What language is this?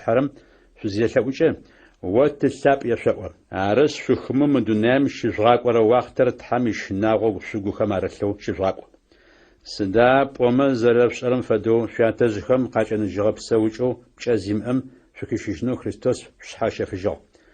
Adyghe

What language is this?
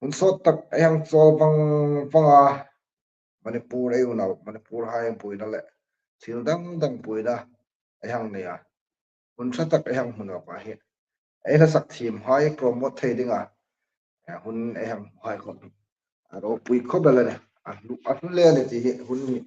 Hmar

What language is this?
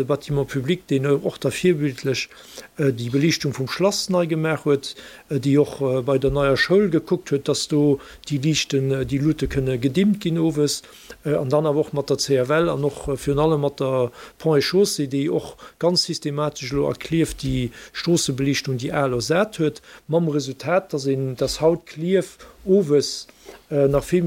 Luxembourgish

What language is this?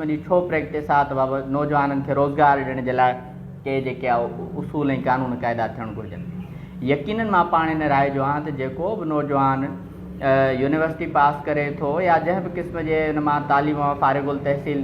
Sindhi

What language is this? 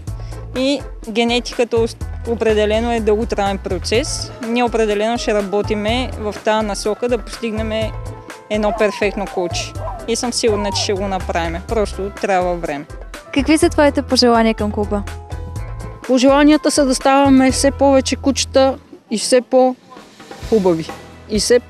Bulgarian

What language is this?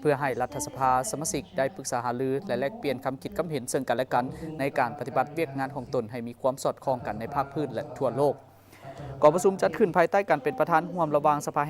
Lao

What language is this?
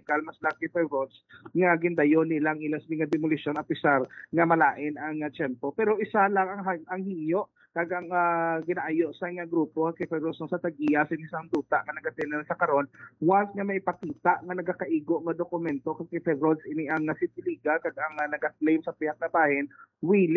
Hiligaynon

